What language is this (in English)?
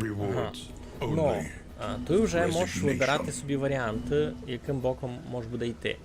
Rusyn